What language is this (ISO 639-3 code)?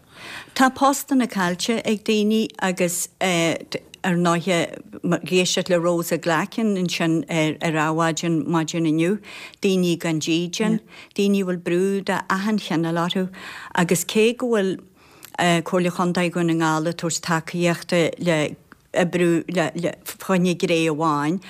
gle